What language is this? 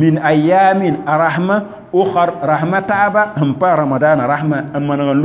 Mossi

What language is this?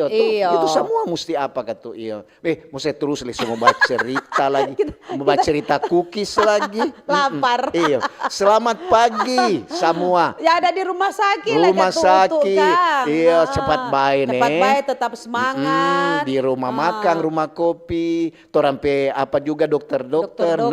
Manado Malay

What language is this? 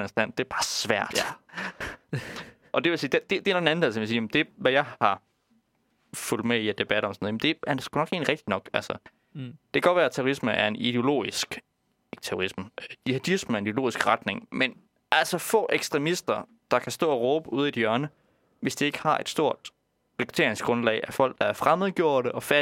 Danish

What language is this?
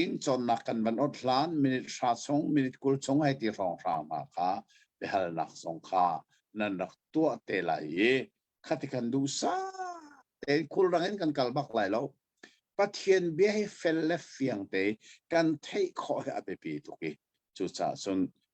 Hakha Chin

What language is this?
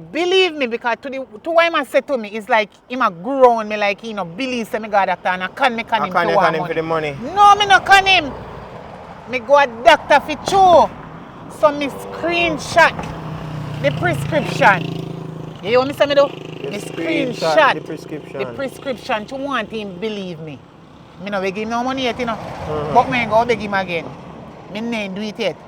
Jamaican Creole English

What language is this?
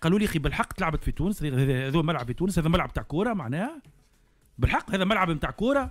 Tunisian Arabic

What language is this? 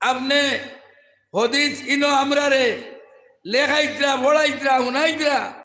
Sylheti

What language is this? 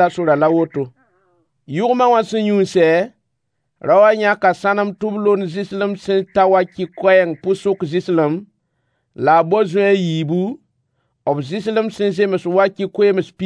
Mossi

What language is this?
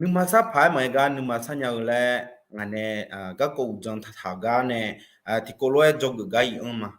Akha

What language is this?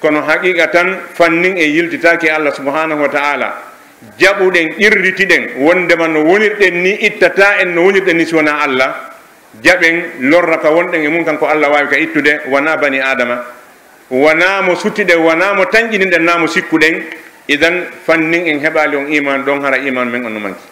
Pular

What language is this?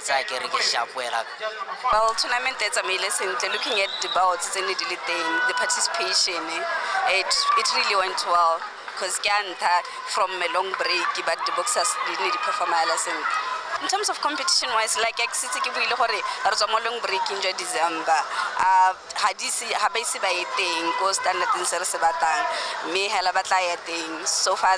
Tswana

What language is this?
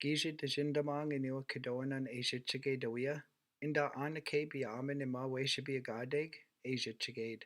Chippewa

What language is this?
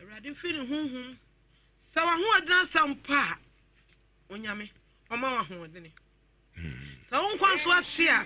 Akan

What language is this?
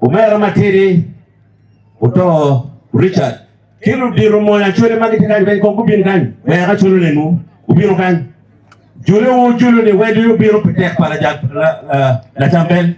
Acoli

